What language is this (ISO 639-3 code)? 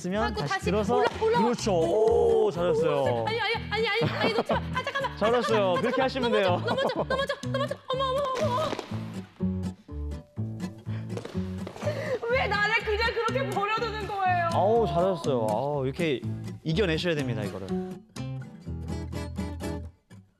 kor